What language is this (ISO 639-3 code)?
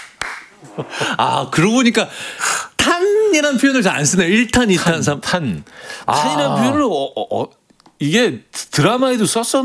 kor